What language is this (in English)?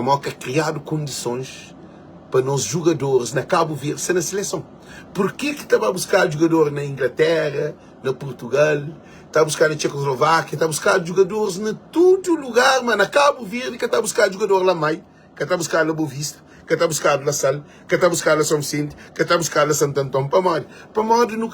Kabuverdianu